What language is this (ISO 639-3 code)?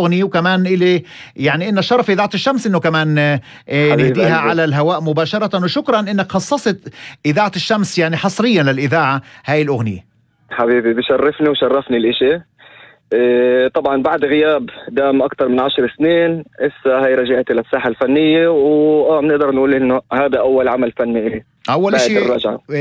apc